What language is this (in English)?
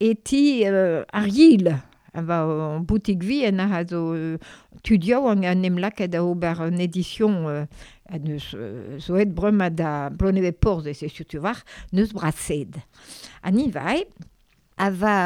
Breton